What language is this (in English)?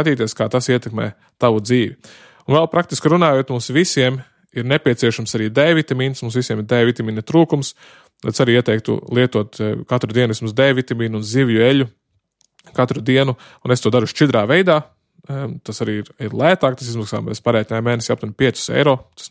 Latvian